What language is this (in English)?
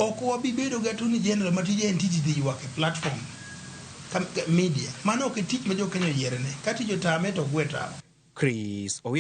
Luo (Kenya and Tanzania)